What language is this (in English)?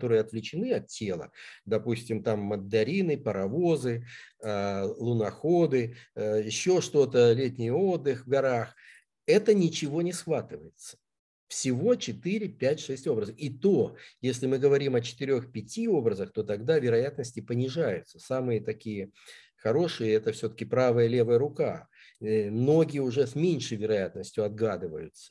Russian